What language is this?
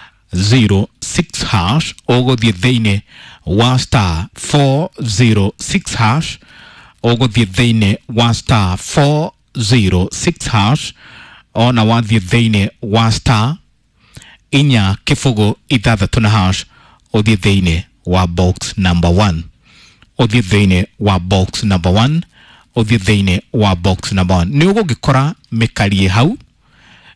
Kikuyu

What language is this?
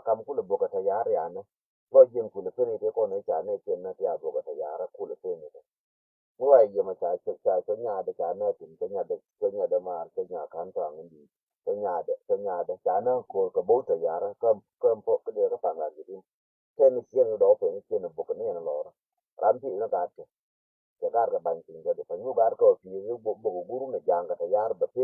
Nuer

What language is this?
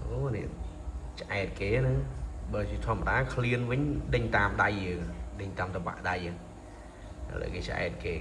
Khmer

